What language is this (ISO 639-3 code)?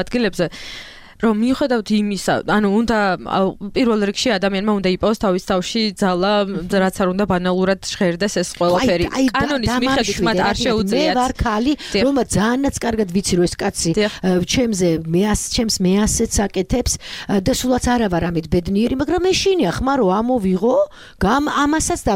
kat